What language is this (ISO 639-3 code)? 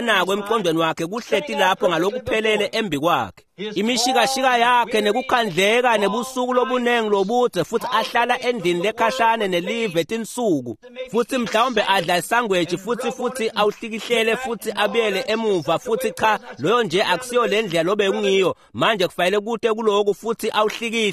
ssw